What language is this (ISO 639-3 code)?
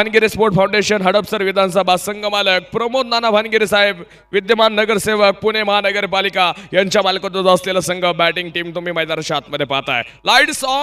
mar